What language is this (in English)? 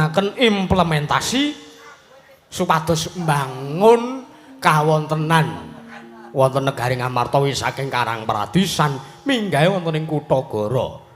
Javanese